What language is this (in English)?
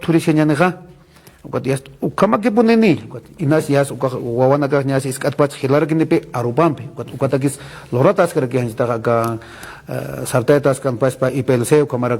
Aymara